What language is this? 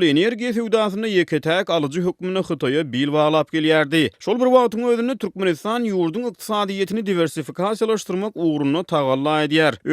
Turkmen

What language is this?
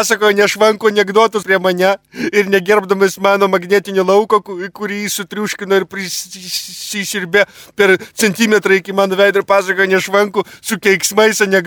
Lithuanian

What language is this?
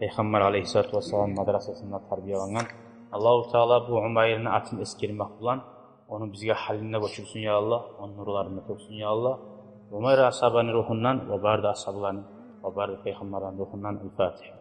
Kumyk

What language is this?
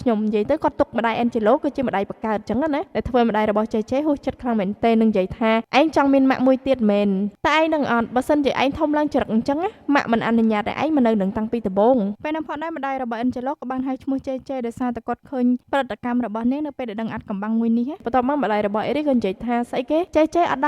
Khmer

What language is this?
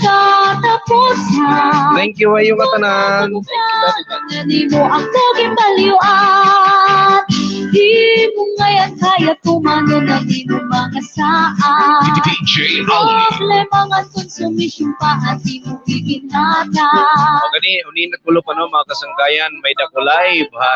Waray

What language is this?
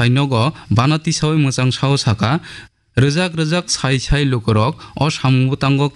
Kok Borok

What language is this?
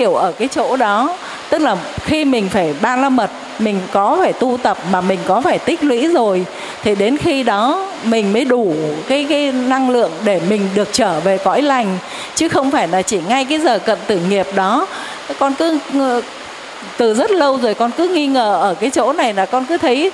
Vietnamese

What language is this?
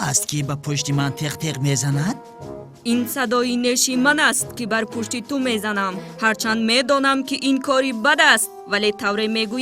Tajik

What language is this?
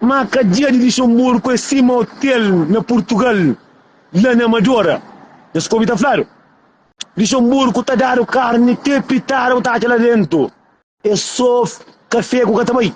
Kabuverdianu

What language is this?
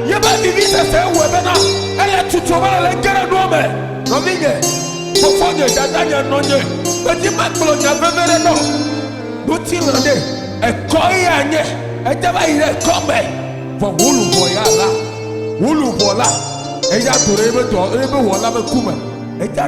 Ewe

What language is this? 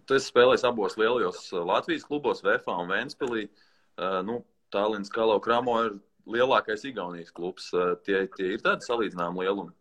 Latvian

